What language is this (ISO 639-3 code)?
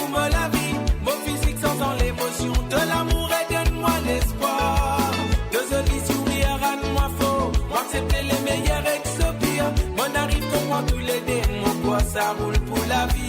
mfe